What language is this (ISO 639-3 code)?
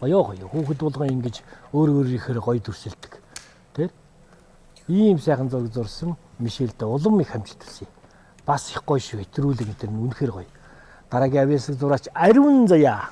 mon